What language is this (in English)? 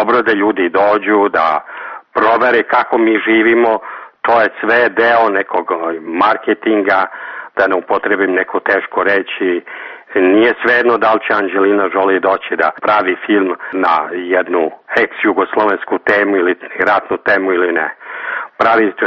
Serbian